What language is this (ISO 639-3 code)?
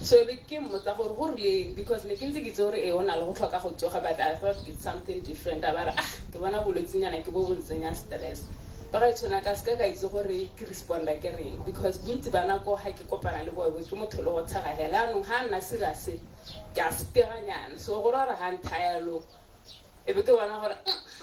tsn